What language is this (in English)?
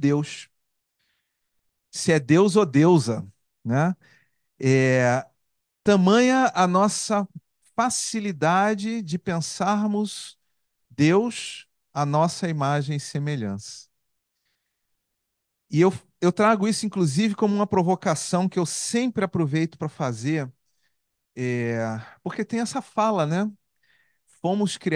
Portuguese